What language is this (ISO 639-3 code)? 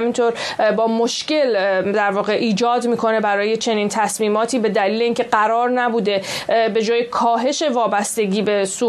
fas